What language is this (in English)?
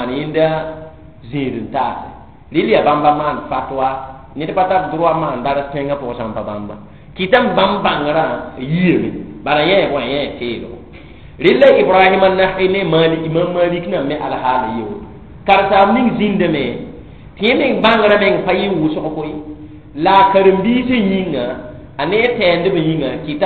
Mossi